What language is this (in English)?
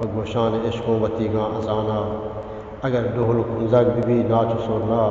Eastern Balochi